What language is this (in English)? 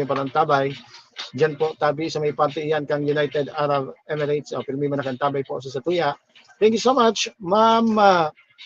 Bikol